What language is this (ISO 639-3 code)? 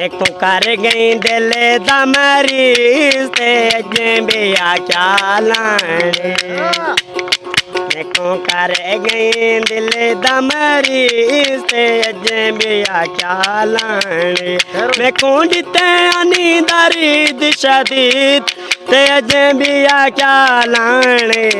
skr